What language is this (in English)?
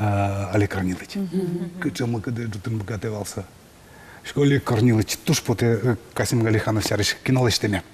Udmurt